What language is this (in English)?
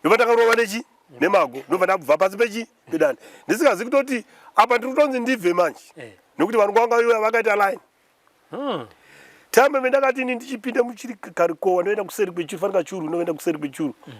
Shona